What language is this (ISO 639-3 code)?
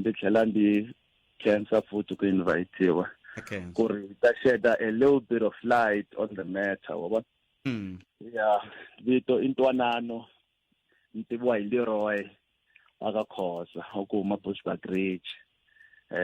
tso